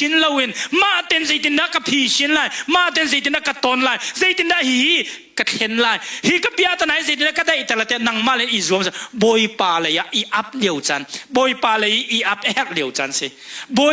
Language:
Hakha Chin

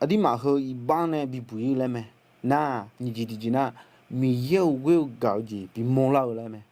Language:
Akha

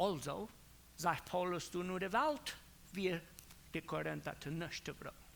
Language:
Plautdietsch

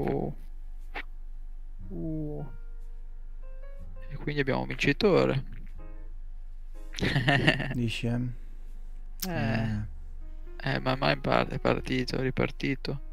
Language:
Italian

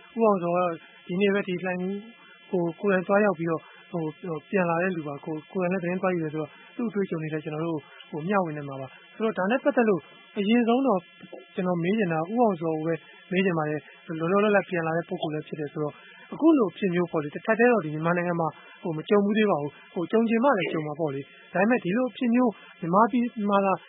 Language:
Burmese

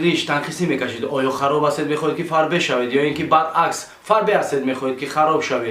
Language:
Tajik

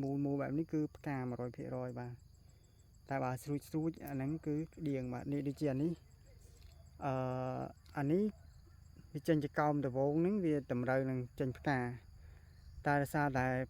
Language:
Khmer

